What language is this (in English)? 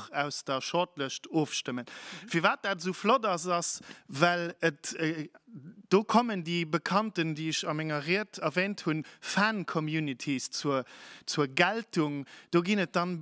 Luxembourgish